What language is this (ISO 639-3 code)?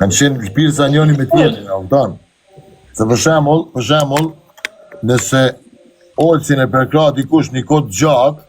sqi